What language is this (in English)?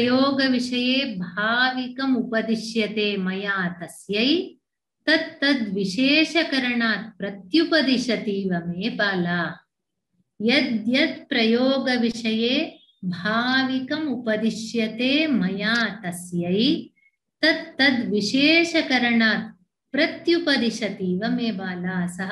Sanskrit